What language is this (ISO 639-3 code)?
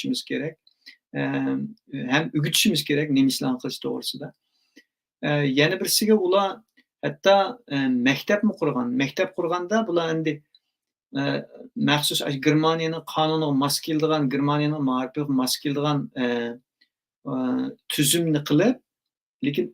uig